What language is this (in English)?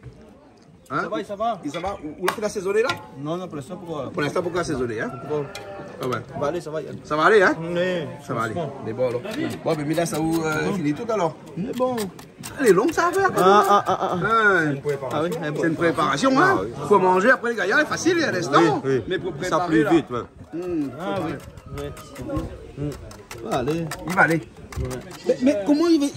Réunion Creole French